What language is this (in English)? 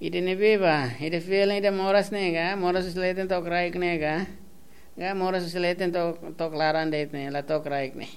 Tetum